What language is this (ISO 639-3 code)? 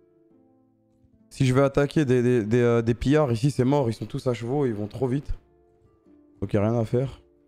fra